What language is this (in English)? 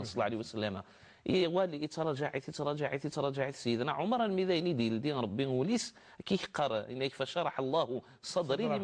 Kabyle